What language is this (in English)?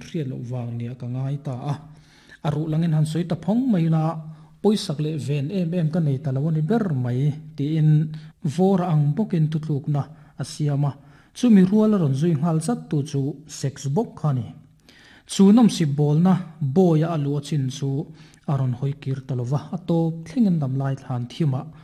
Mizo